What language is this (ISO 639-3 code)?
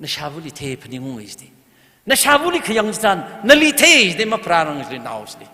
nmf